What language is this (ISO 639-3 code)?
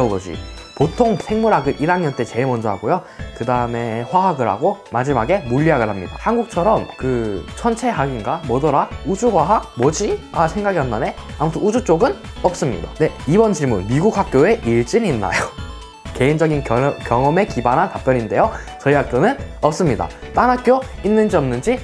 kor